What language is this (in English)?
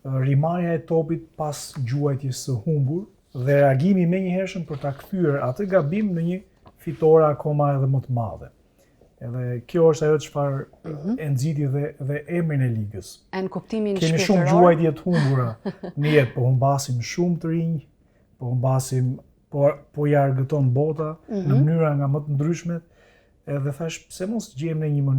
Albanian